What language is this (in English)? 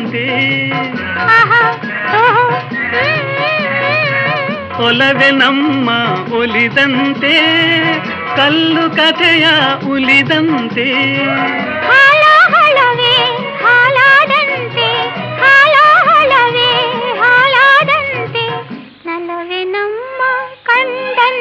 Kannada